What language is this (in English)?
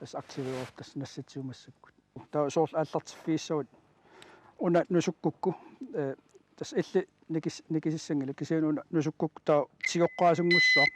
Kalaallisut